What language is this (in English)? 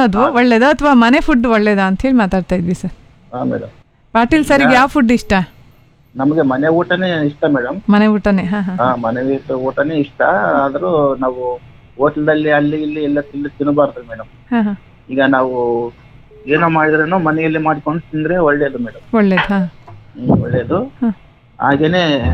Kannada